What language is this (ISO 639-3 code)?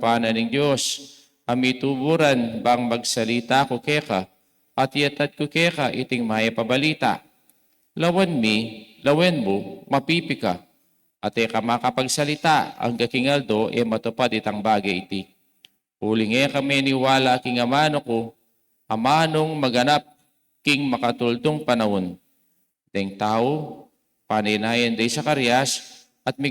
pam